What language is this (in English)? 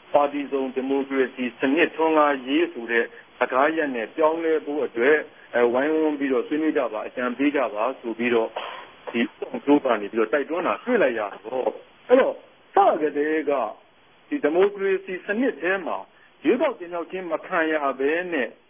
Burmese